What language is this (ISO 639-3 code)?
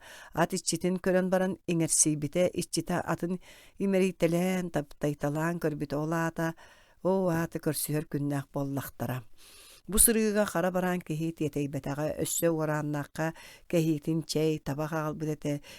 sah